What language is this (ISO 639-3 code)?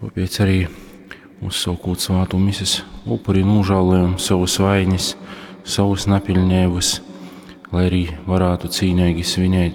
ltg